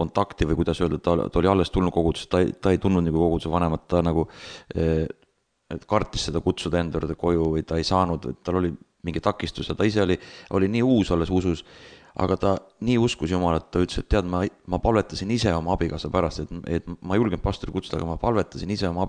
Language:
Estonian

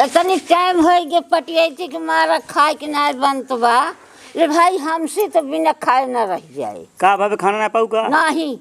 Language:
Awadhi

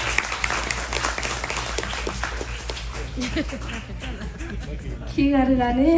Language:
S'gaw Karen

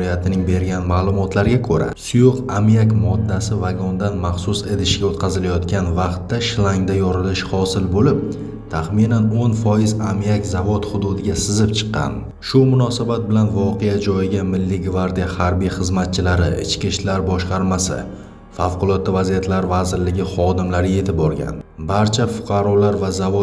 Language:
Uzbek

